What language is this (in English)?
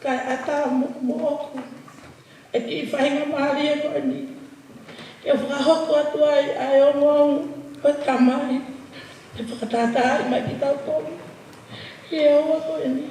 Tongan